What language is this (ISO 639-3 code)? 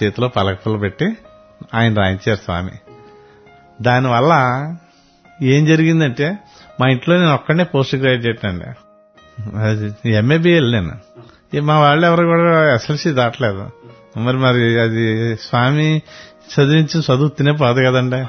tel